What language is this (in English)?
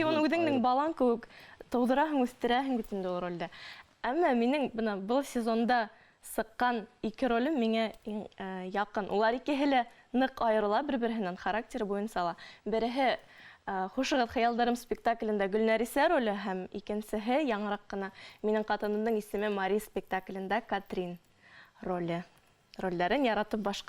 Bashkir